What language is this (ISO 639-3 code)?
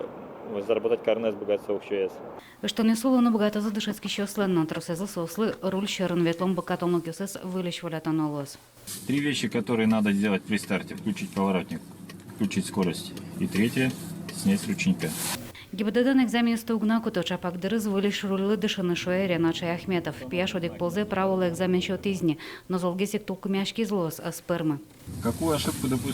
udm